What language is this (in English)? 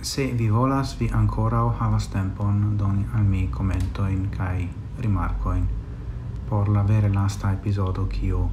Esperanto